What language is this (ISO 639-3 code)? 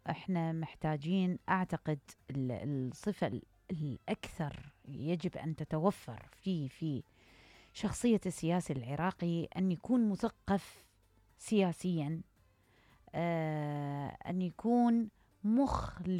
acm